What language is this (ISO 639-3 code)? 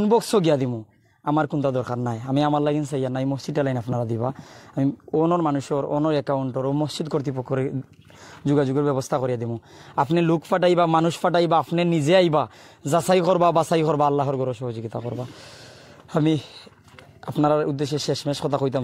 syl